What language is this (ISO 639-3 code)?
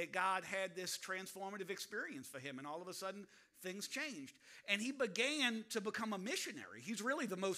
eng